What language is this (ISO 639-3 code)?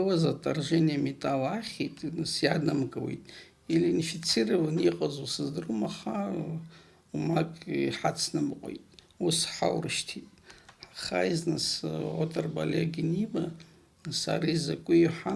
abk